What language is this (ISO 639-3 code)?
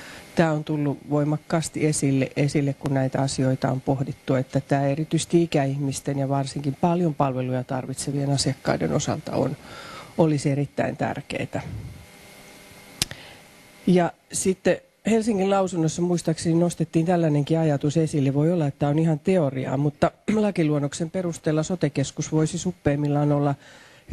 fin